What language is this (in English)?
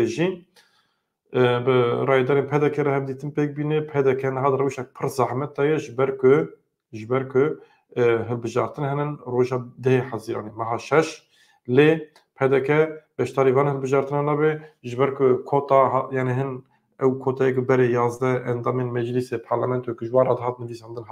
Kurdish